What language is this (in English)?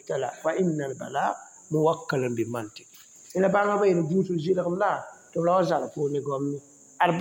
Mossi